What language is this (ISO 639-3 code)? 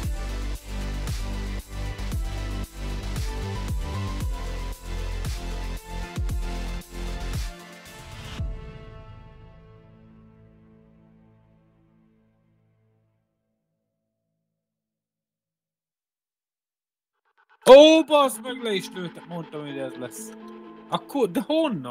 hun